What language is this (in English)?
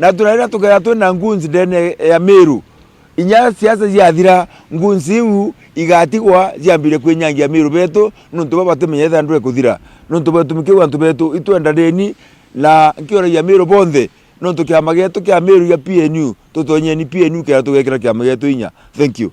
Meru